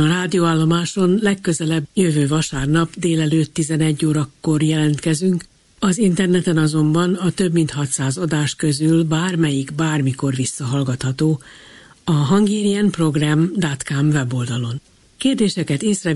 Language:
Hungarian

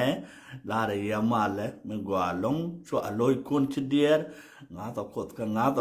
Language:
Nuer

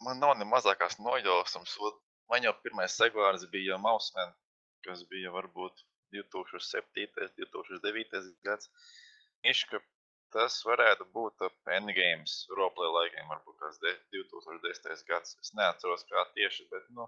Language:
Latvian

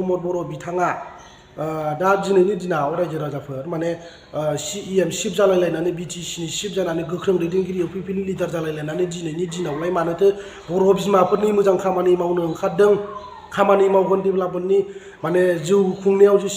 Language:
Bodo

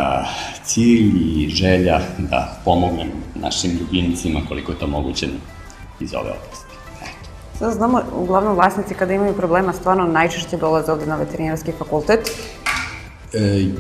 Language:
Serbian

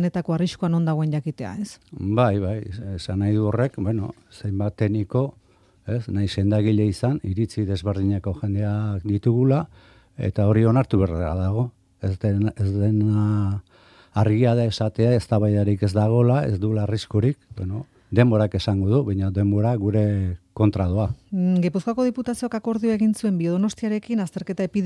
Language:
Basque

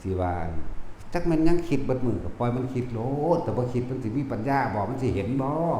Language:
Lao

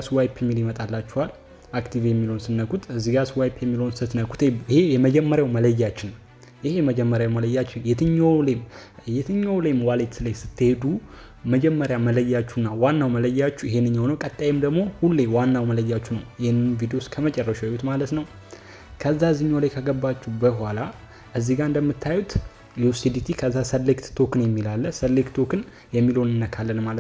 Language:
Amharic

